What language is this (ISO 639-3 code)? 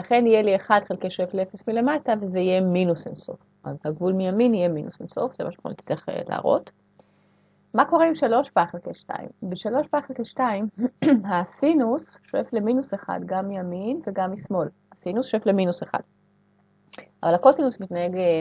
heb